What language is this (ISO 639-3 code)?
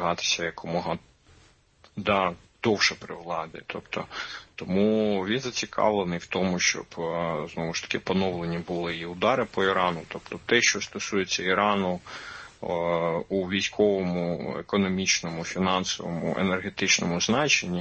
ukr